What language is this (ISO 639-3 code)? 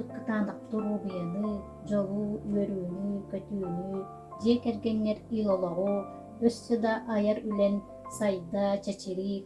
sah